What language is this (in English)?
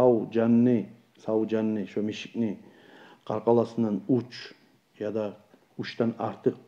Kumyk